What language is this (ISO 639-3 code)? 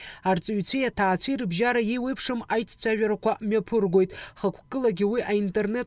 abk